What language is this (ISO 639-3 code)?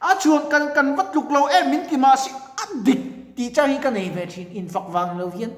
lus